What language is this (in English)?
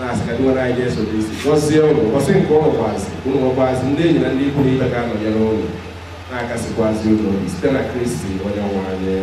Igbo